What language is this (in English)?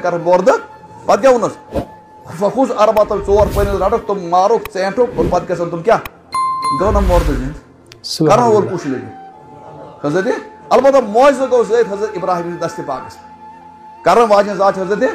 Kashmiri